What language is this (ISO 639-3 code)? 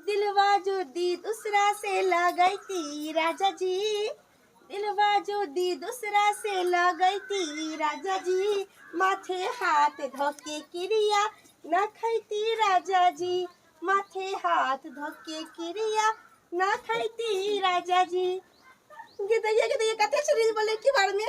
mai